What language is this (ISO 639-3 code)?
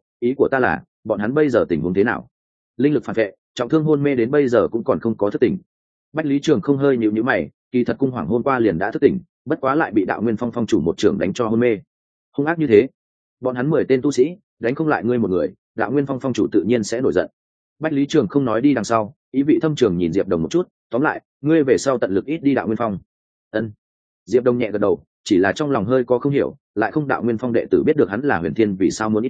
vie